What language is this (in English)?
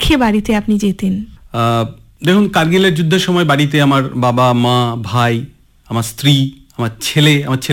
Bangla